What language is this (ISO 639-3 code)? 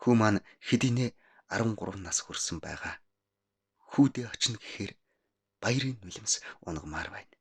mon